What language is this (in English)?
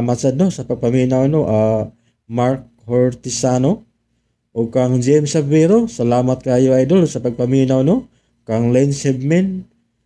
Cebuano